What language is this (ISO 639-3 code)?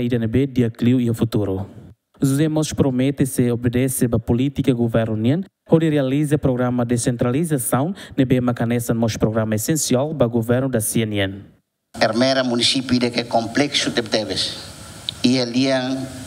tet